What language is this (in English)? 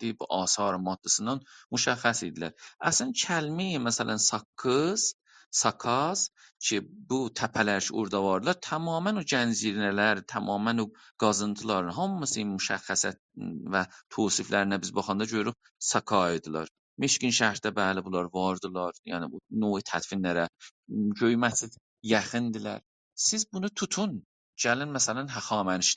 South Azerbaijani